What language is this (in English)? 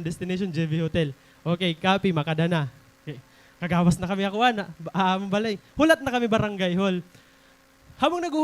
Waray